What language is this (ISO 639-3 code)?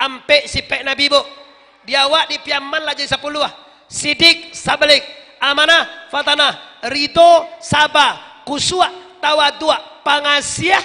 min